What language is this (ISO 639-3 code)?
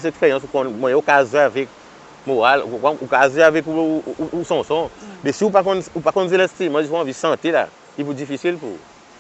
crs